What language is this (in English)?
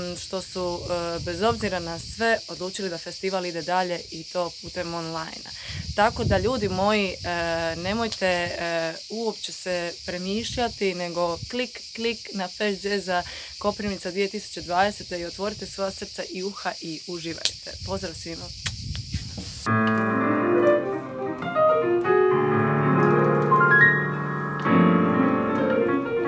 Croatian